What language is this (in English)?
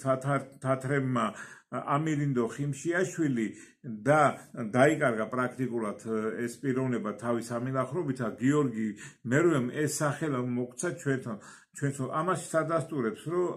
Georgian